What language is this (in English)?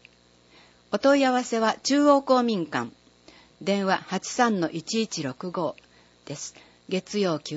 Japanese